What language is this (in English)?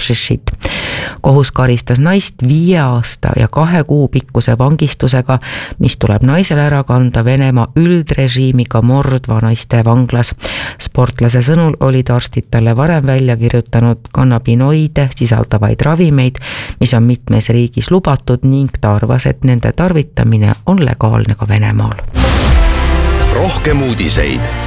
Estonian